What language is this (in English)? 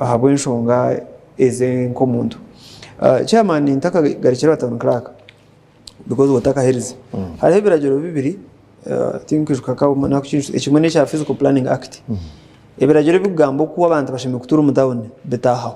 Nyankole